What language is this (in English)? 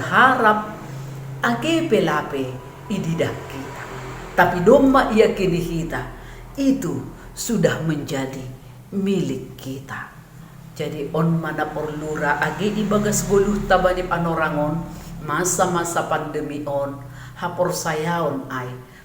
Batak Simalungun